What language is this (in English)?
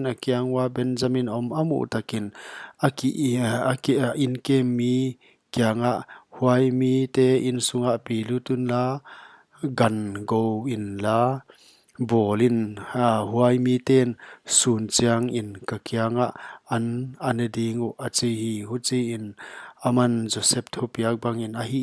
Paite Chin